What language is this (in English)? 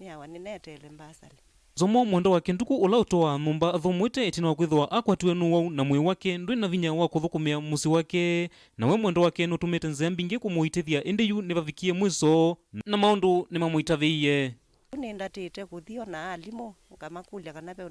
Kamba